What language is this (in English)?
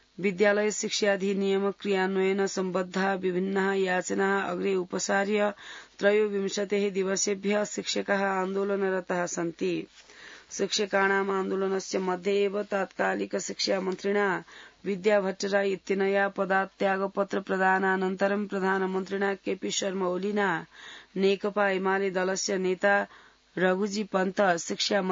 Sanskrit